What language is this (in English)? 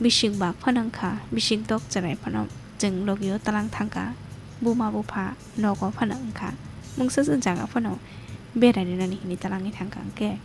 Kok Borok